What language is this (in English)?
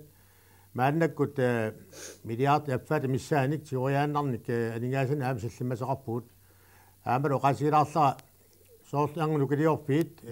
Kalaallisut